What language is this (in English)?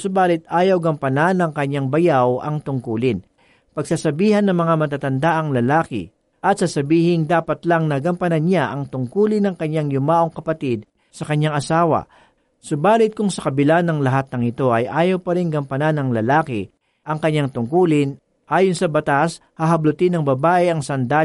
Filipino